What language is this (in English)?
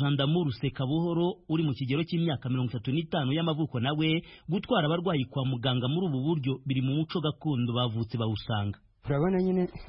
Kinyarwanda